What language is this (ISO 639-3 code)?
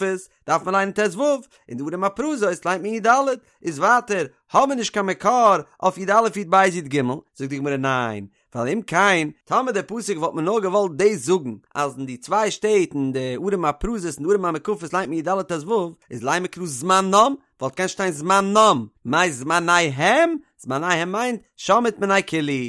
yid